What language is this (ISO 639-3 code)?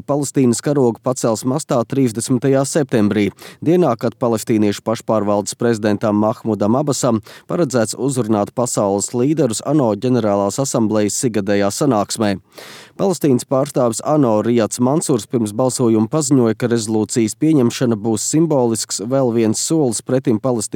lav